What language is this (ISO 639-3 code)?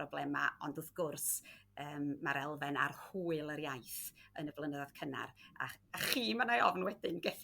cym